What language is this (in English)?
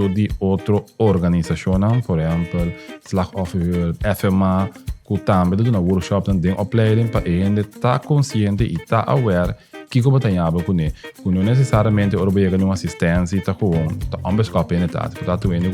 Papiamento